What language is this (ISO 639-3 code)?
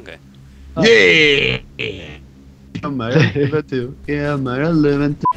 fao